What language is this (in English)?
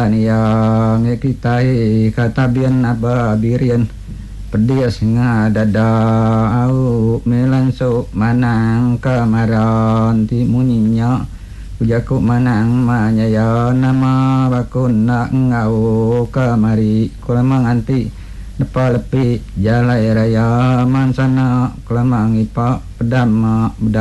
Iban